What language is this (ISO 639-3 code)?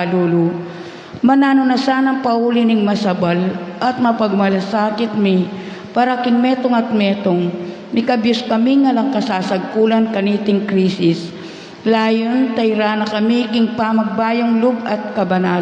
pam